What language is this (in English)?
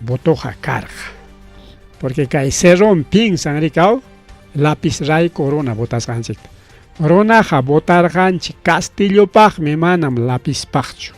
Ayacucho Quechua